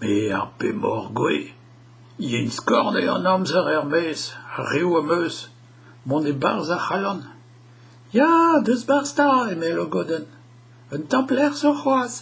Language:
Breton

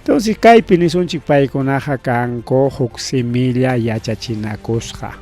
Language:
Ayacucho Quechua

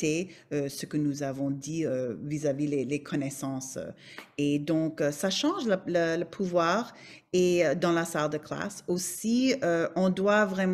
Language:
French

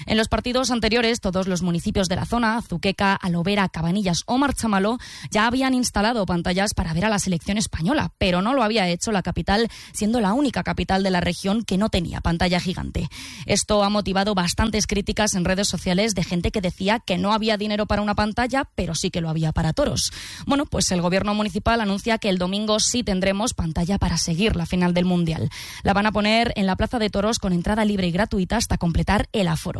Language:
Spanish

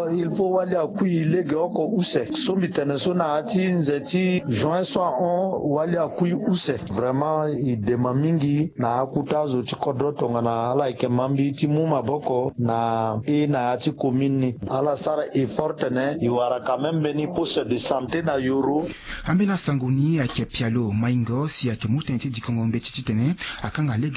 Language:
Sango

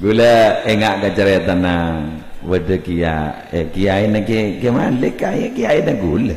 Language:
Madurese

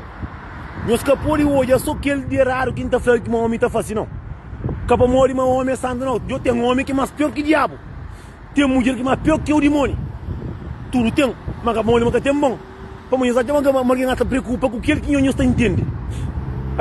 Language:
Kabuverdianu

